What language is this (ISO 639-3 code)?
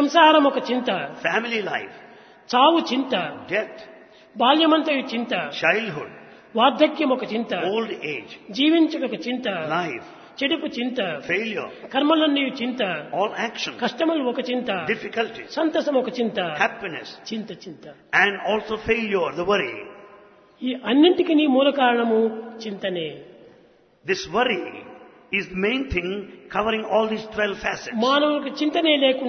tel